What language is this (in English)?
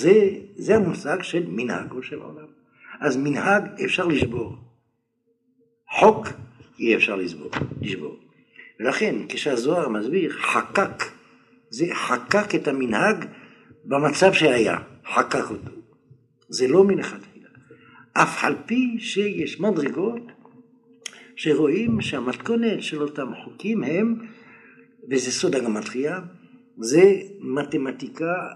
Hebrew